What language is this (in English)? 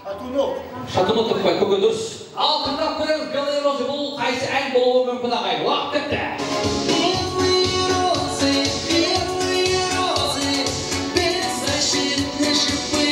Kara-Kalpak